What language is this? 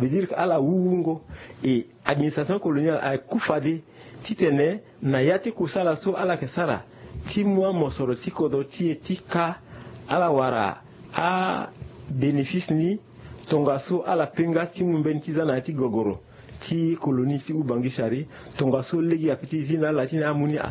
Sango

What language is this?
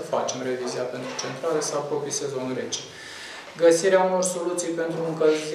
Romanian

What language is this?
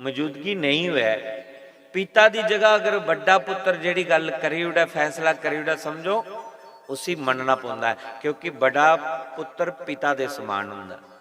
Dogri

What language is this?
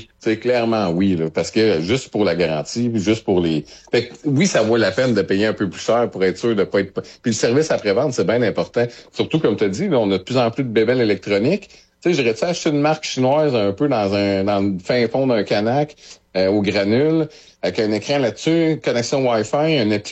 French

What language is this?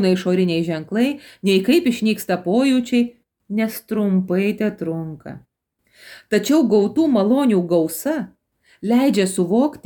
Lithuanian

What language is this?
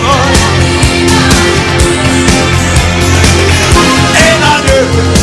Danish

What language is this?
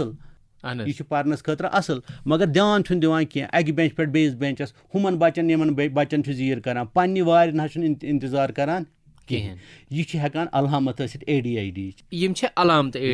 Kashmiri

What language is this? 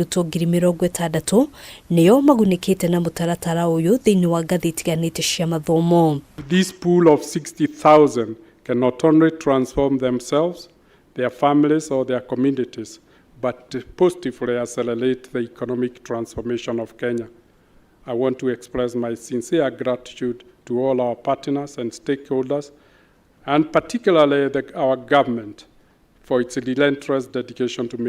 Kikuyu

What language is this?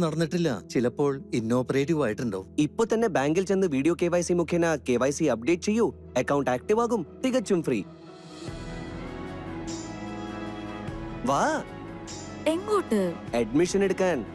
Malayalam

